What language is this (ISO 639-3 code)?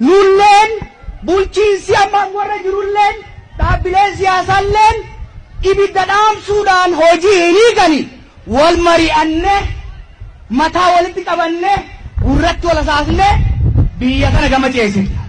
orm